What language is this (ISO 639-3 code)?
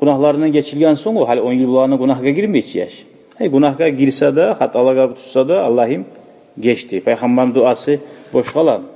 kum